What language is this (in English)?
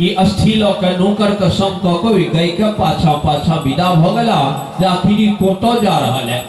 Maithili